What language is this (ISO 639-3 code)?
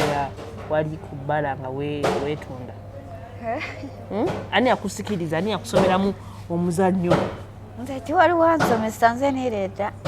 lug